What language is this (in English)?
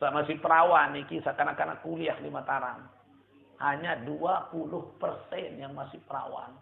Sasak